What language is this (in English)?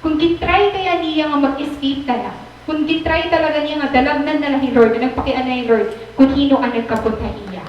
Waray